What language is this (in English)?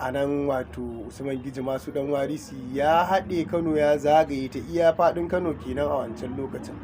Hausa